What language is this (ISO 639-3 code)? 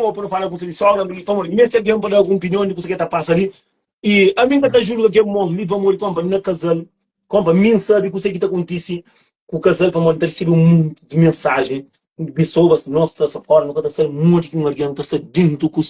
kea